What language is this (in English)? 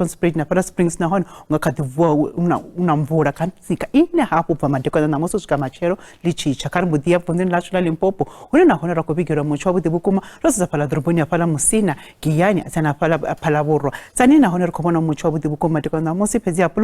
Venda